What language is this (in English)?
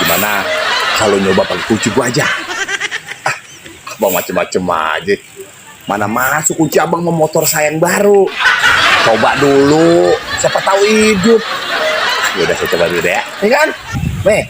Betawi